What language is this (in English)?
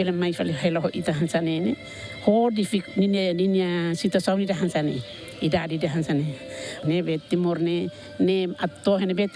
Tetum